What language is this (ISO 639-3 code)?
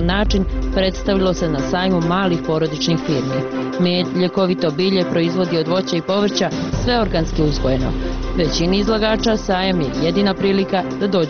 bos